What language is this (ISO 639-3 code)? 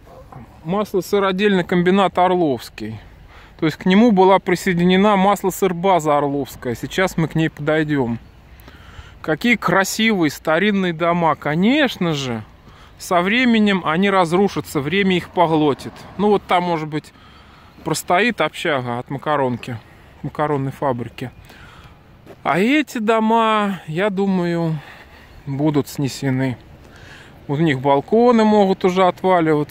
rus